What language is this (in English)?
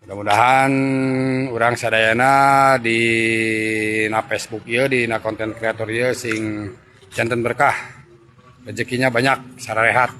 Sundanese